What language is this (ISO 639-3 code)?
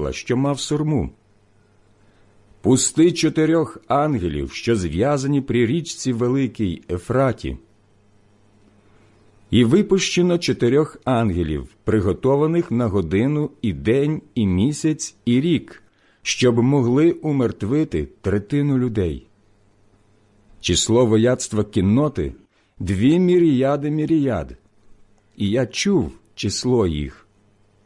ukr